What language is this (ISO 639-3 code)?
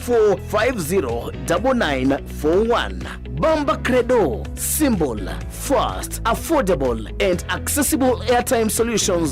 kam